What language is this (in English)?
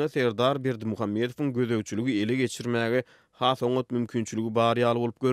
Turkmen